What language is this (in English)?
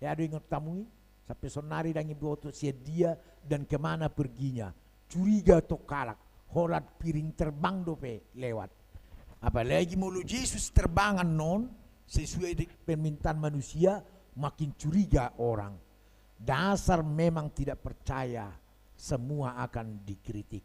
Batak Toba